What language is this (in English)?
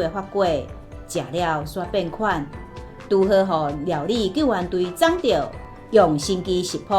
Min Nan Chinese